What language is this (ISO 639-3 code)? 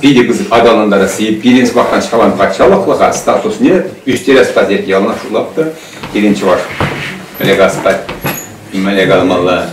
chv